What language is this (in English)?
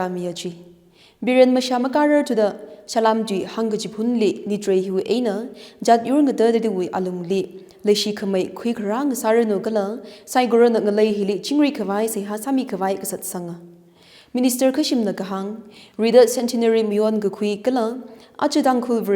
Tangkhul Naga (India)